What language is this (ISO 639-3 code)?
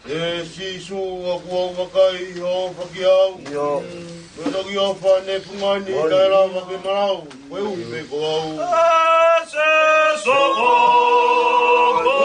ton